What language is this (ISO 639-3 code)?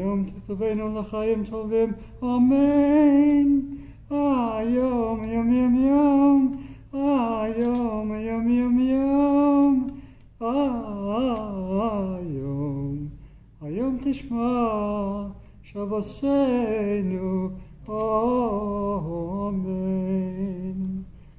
heb